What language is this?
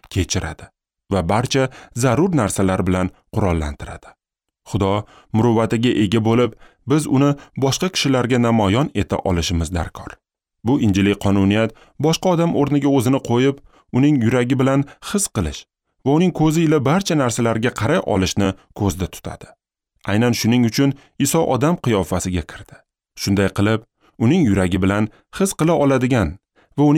Uzbek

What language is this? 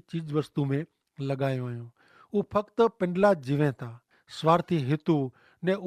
Kachhi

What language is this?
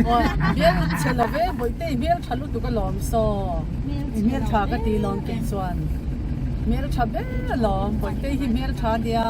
Mizo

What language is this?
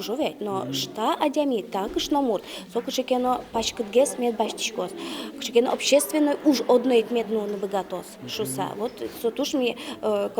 Udmurt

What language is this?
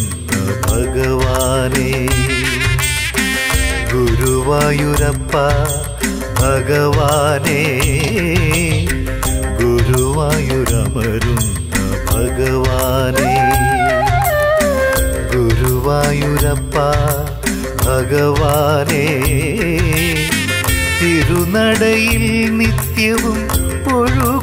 Malayalam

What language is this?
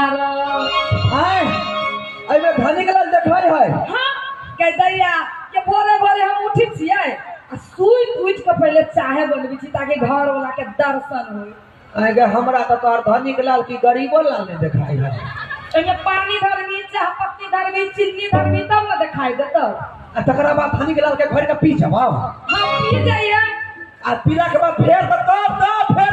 Maithili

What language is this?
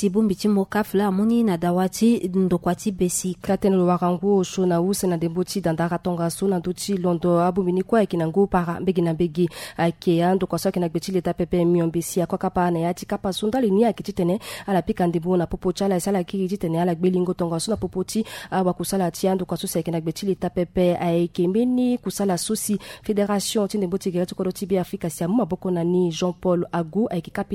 Sango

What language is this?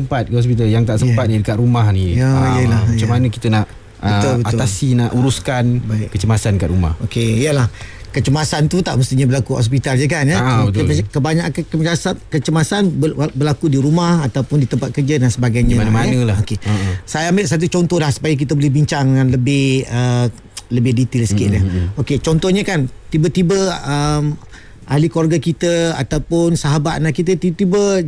Malay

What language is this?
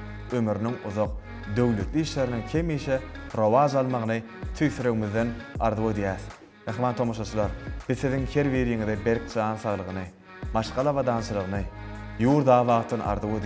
Turkmen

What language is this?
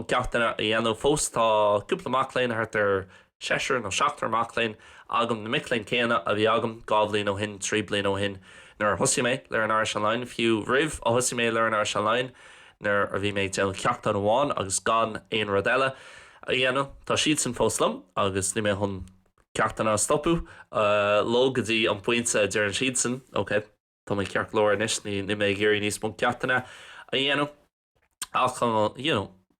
Irish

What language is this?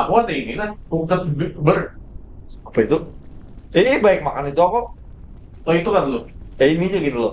Banjar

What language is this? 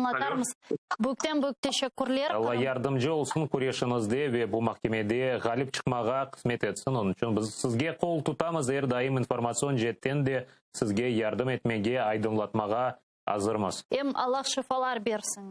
Crimean Tatar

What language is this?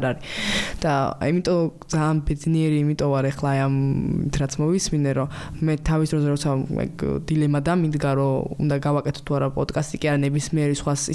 Georgian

